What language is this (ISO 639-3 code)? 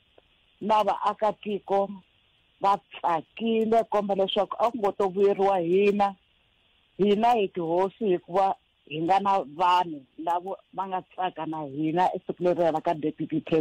tso